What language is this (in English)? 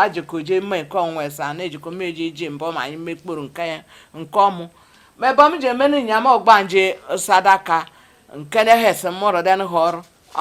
Igbo